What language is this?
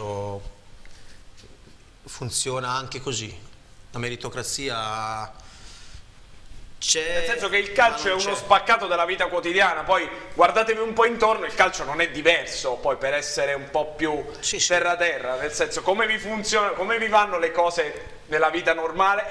Italian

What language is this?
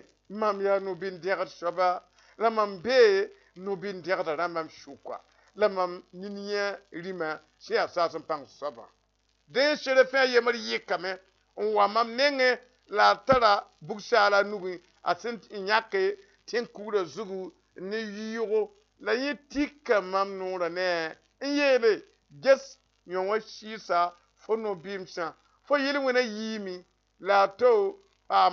Mossi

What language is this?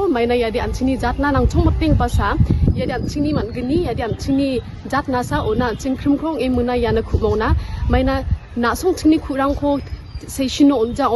Garo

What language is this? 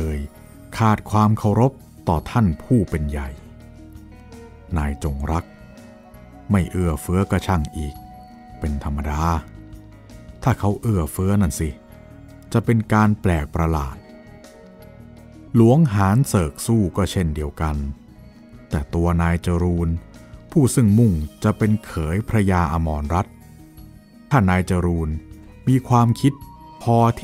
Thai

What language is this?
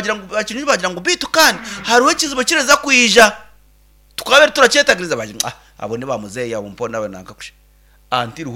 Nyankole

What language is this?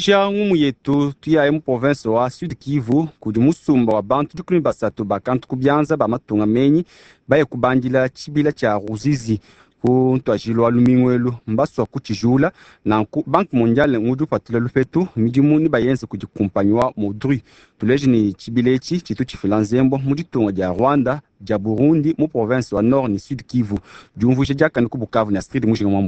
Luba-Lulua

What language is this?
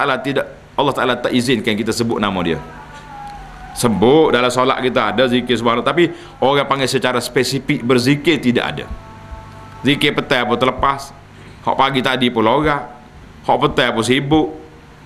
Malay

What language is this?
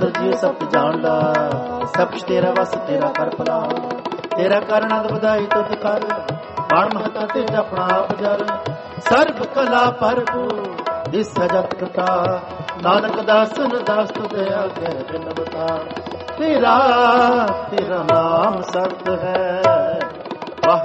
Punjabi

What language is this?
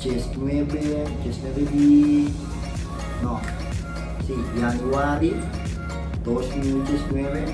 Papiamento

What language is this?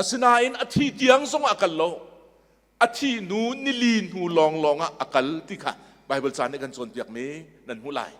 Hakha Chin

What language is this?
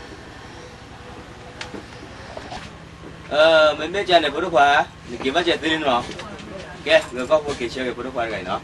S'gaw Karen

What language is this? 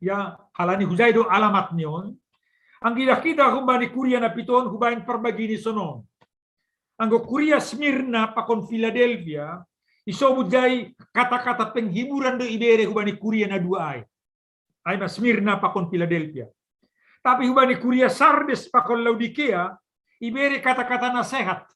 Batak Simalungun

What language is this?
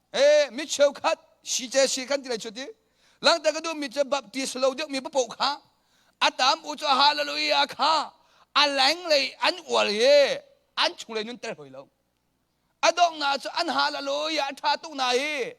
Hakha Chin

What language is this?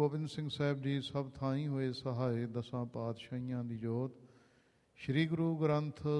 Punjabi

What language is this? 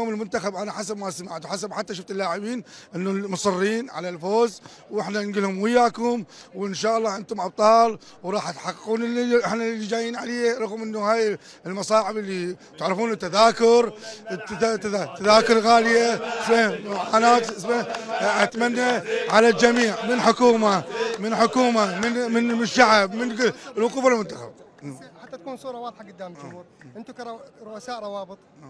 Mesopotamian Arabic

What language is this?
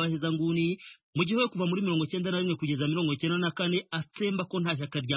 Kinyarwanda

